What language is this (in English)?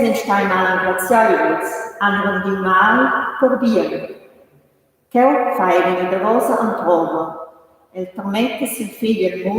Romansh